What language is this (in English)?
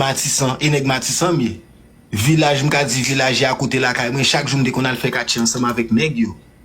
Haitian Creole